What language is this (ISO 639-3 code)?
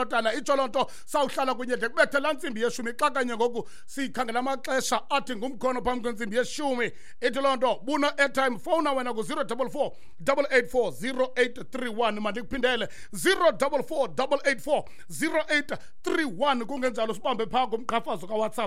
xho